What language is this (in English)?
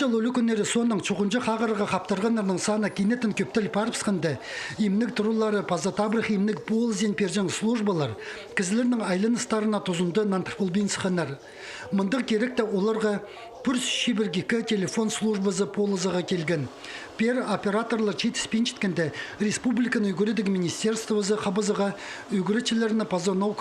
Khakas